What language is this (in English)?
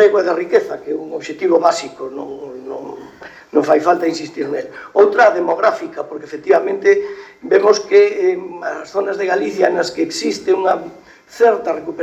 Galician